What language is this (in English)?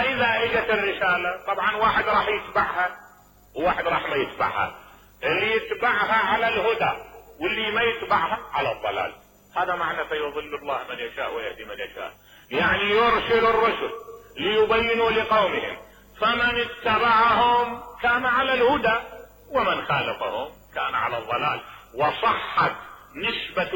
Mesopotamian Arabic